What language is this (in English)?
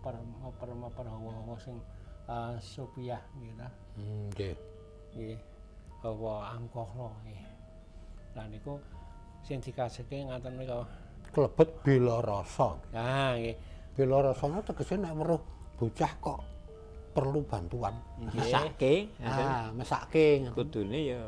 Javanese